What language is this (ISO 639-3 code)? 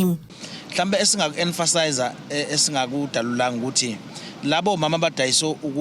zul